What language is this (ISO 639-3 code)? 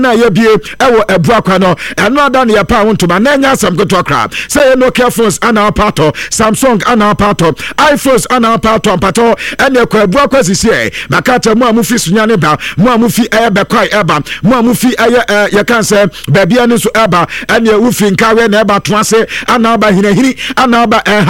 aka